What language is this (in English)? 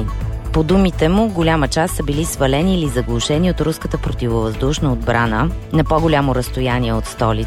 Bulgarian